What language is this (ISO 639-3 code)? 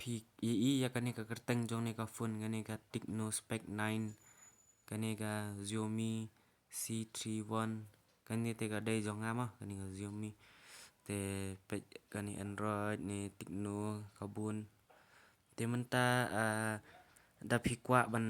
kha